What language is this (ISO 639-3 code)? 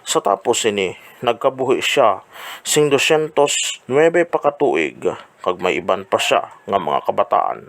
hil